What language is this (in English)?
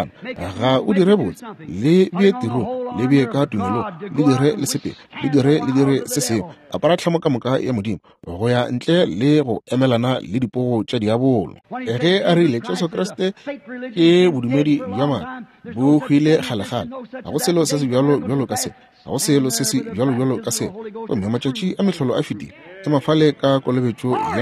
Northern Sotho